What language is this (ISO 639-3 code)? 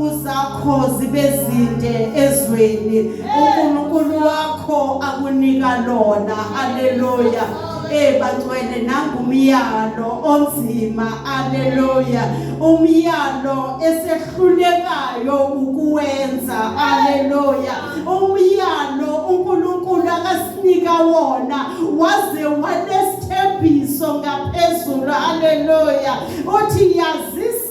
zul